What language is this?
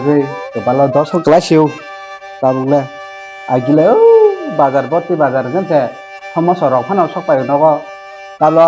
Kok Borok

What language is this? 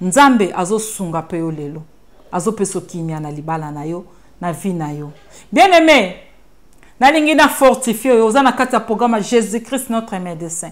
Lingala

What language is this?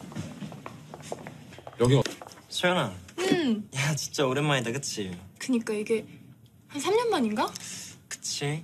Korean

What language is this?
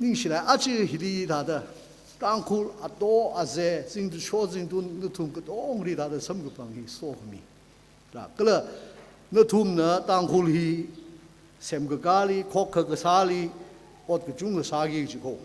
Tangkhul Naga (India)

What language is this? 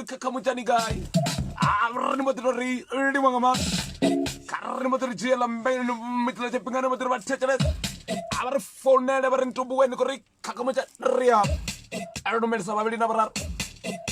Venda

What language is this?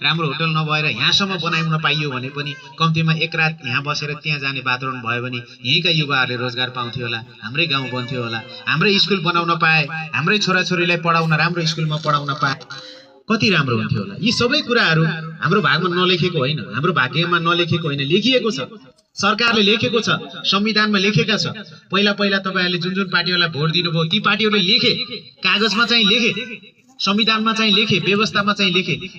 Nepali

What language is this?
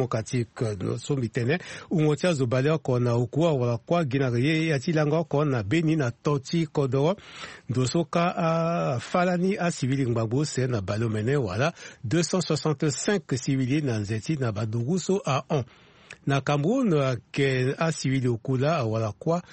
Sango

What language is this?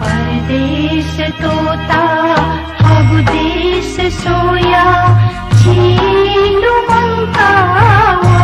Newari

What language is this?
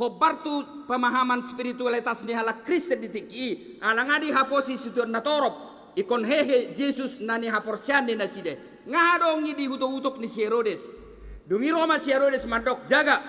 Batak Toba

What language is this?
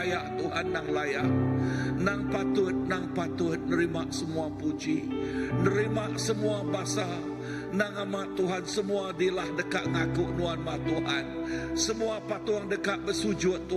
Iban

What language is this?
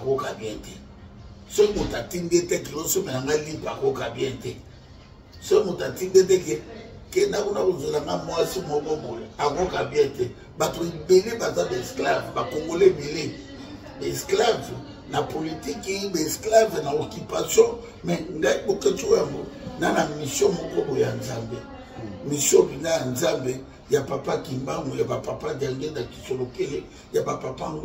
Lingala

